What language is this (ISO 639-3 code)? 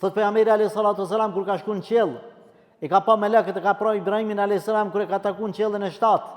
sqi